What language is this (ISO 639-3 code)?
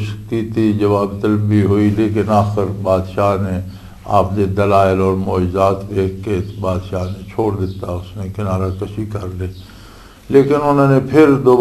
lah